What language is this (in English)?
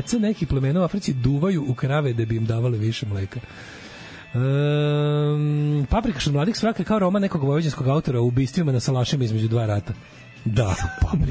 Serbian